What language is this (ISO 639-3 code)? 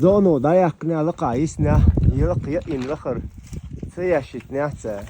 che